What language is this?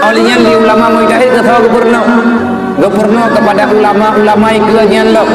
Achinese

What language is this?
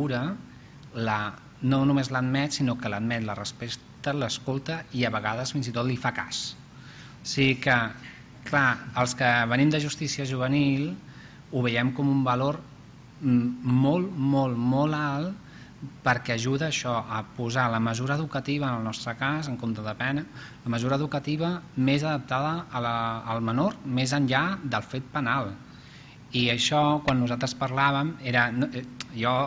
Catalan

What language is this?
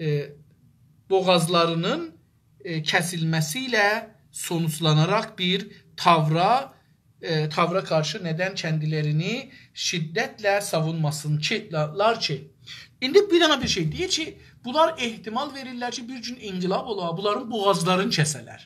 South Azerbaijani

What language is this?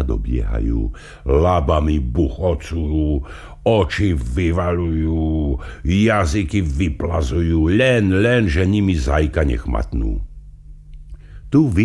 Slovak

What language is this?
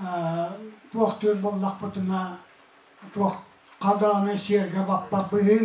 Yakut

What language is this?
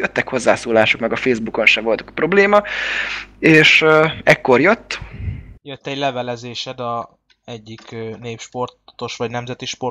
Hungarian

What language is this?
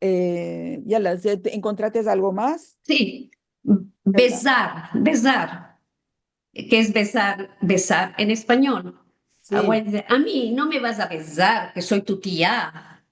Ladino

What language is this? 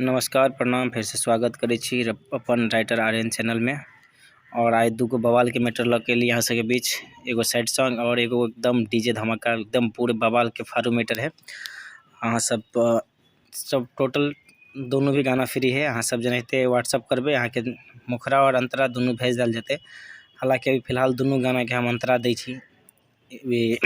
Maithili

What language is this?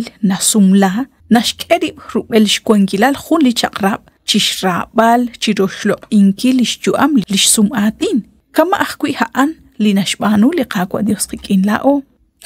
Kekchí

